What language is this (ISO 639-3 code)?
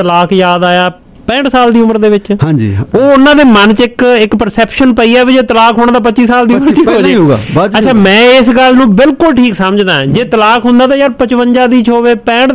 pan